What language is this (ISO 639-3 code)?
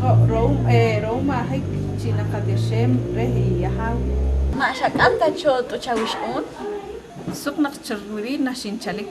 poh